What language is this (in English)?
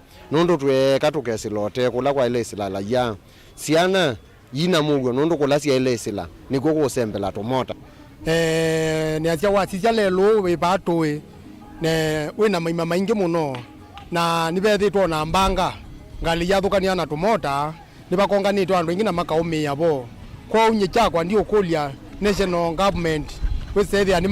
Kamba